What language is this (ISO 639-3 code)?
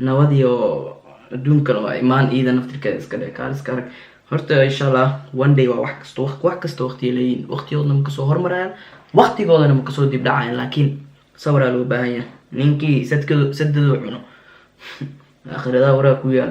som